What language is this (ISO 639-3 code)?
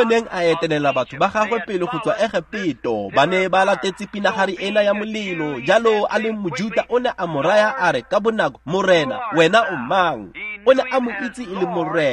tsn